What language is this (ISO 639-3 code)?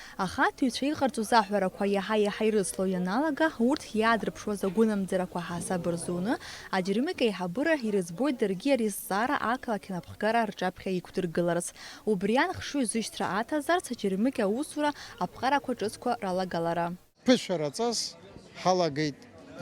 abk